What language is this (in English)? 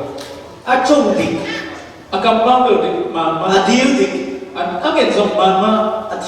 Falam Chin